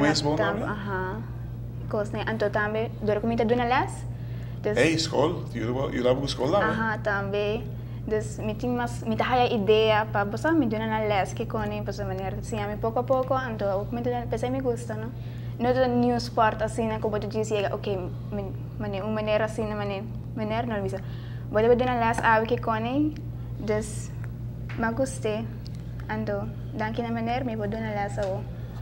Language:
Papiamento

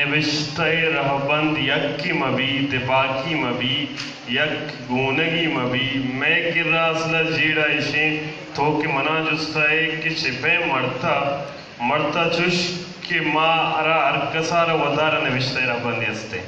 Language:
Eastern Balochi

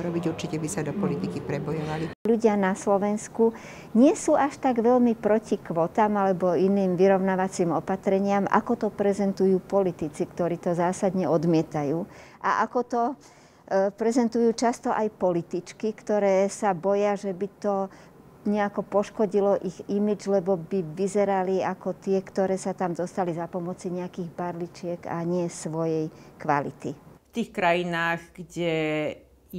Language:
Slovak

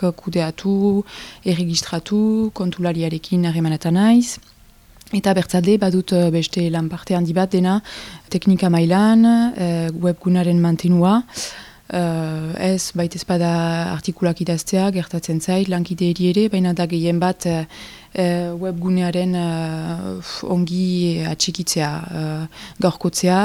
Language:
Basque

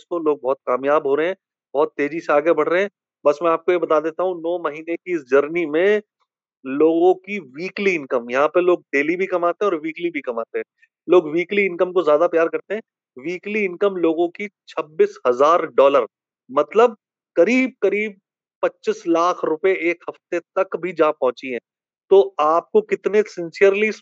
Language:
Hindi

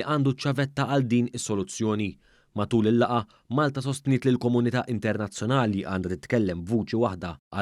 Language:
Maltese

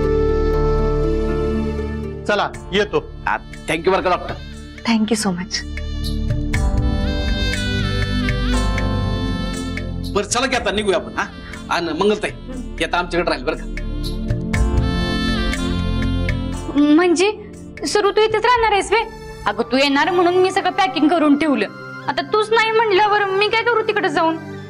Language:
Marathi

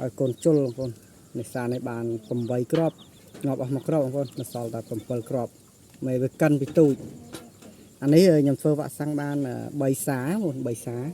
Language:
Khmer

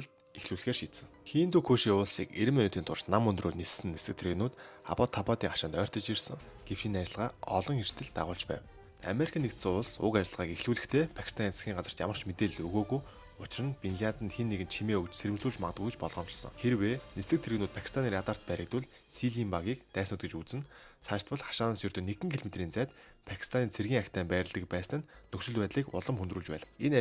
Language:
Mongolian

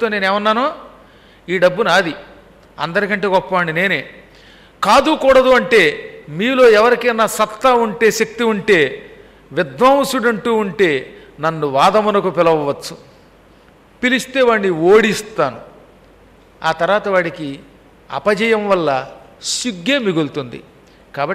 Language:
Telugu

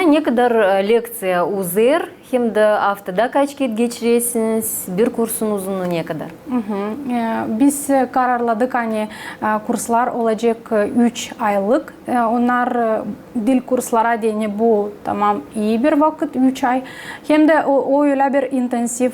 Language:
Gagauz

